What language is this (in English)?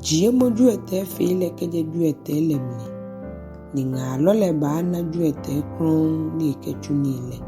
Ga